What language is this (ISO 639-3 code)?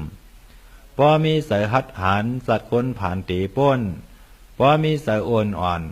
shn